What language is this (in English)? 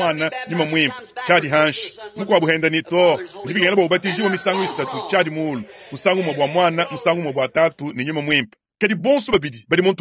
Luba-Lulua